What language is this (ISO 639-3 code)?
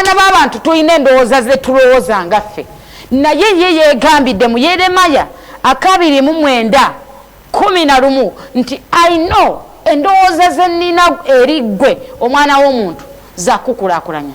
lug